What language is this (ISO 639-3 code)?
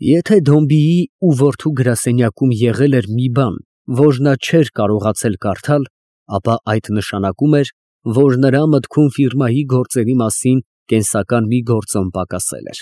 hye